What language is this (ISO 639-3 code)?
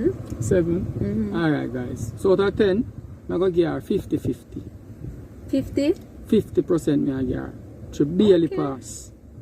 jam